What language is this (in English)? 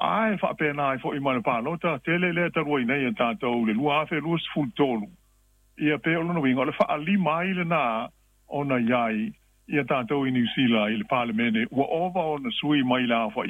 Samoan